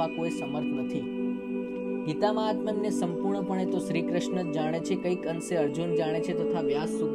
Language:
Gujarati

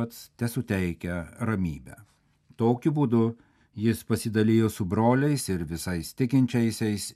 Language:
Lithuanian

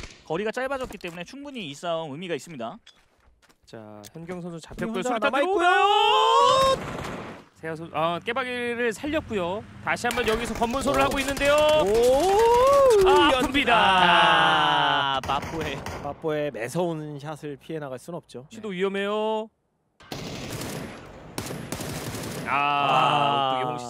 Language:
Korean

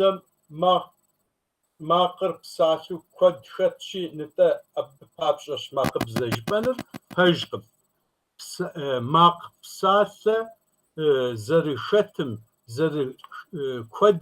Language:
Kabardian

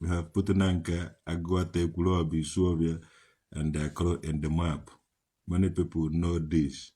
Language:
Igbo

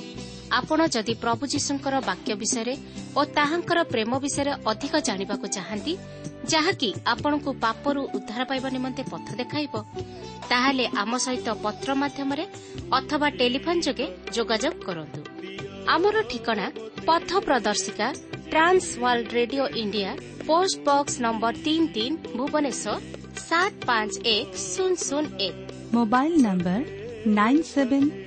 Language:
Odia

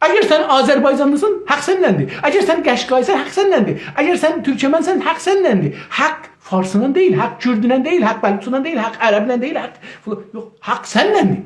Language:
South Azerbaijani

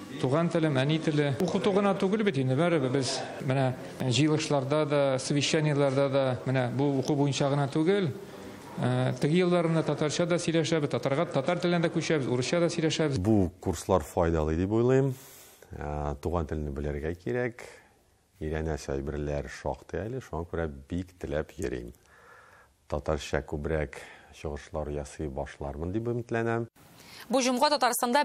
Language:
Tatar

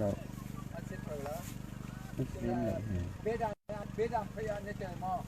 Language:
Hakha Chin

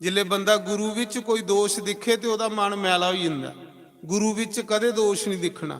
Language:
Dogri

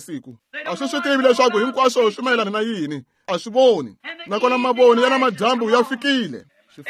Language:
Tsonga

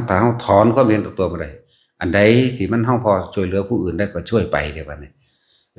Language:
Northeastern Thai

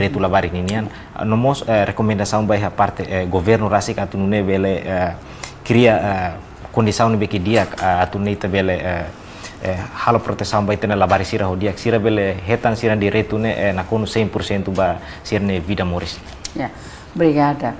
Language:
Tetum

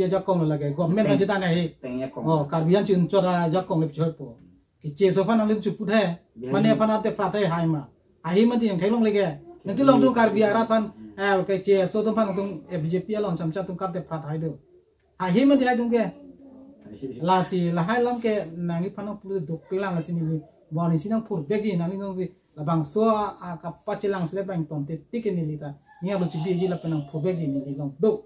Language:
Karbi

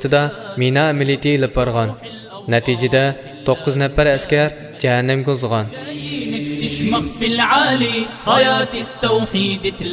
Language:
Uyghur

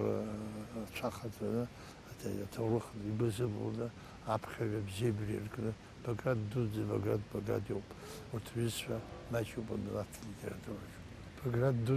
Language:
Abkhazian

